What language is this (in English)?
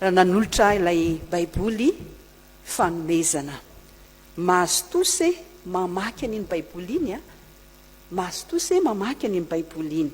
Malagasy